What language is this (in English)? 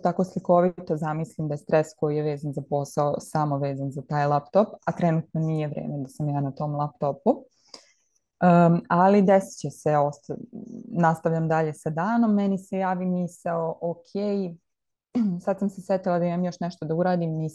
Serbian